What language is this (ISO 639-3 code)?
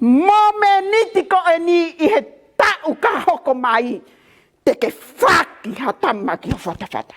ton